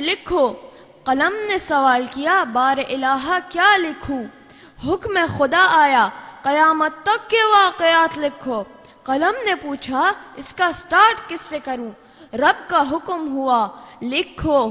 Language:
Urdu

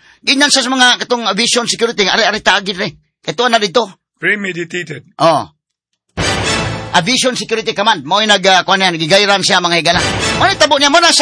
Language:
Cebuano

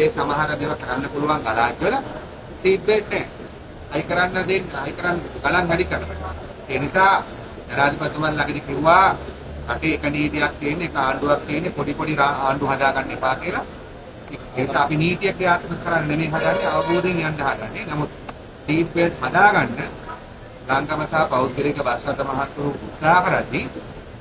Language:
Sinhala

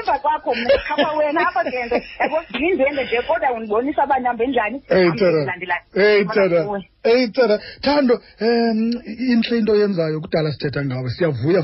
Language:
Xhosa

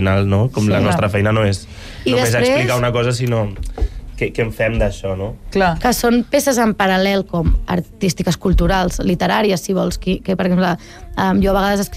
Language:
Catalan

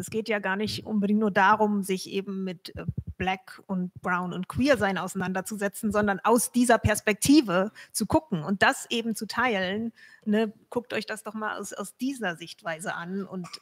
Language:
German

